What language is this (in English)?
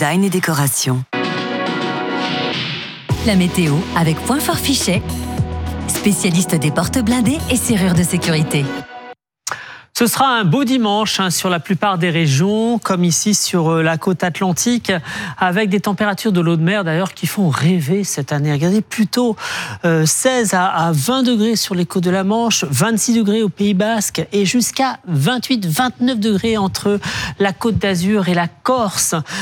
French